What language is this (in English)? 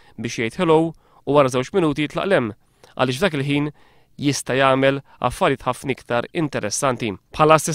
Maltese